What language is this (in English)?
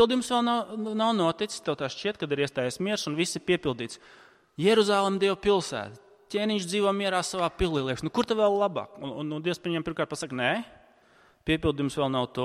Latvian